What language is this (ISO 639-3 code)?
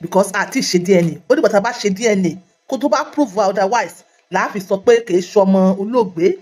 yor